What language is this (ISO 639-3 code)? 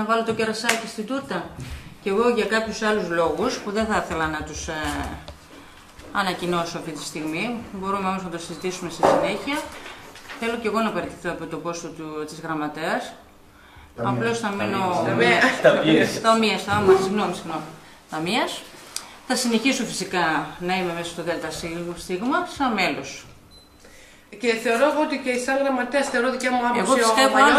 ell